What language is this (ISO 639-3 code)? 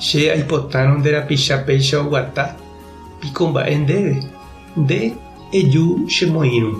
grn